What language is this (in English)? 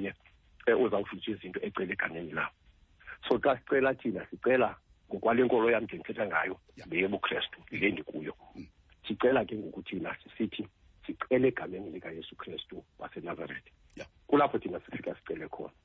Xhosa